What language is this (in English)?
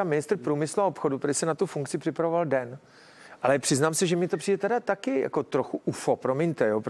Czech